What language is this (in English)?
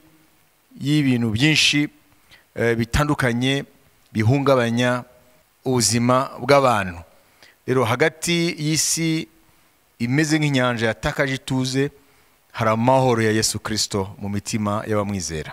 Kinyarwanda